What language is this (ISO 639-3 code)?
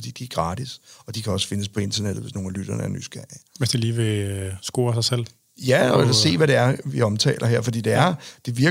dan